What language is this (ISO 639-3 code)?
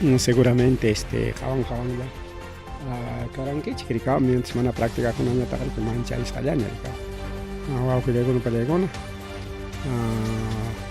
quy